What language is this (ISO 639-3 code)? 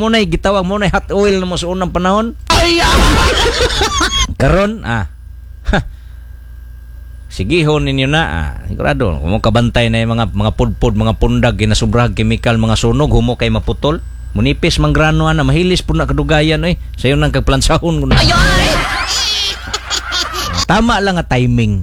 ceb